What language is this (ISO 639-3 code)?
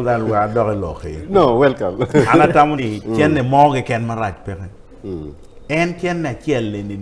ach